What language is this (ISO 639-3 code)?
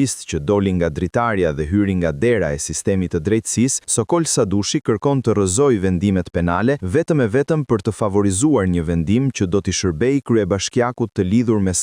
sqi